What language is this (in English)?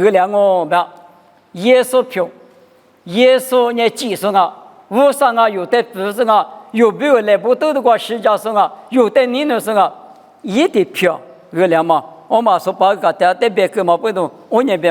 Lisu